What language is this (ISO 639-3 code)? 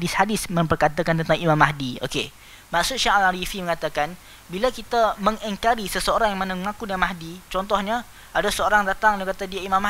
msa